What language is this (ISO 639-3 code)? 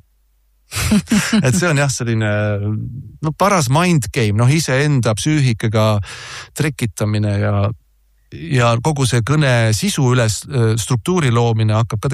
est